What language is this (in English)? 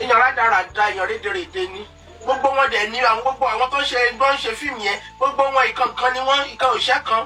Yoruba